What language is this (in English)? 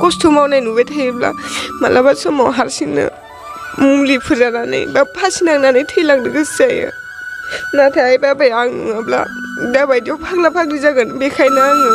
Bodo